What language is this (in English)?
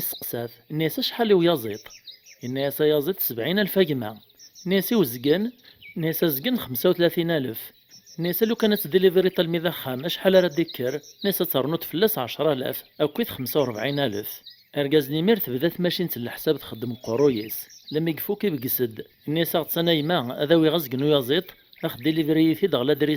Kabyle